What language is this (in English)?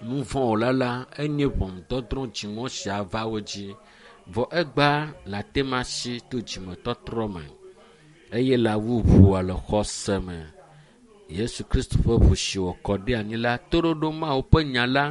Ewe